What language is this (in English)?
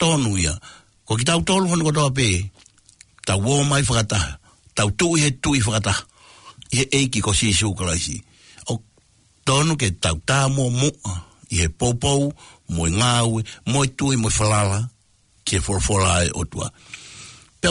Tongan